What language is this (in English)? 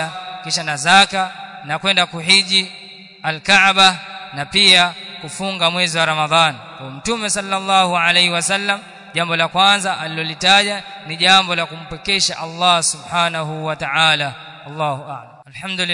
Swahili